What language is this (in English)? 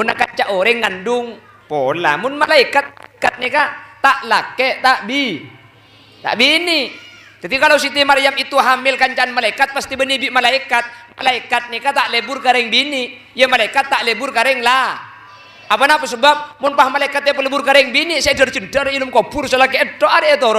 Madurese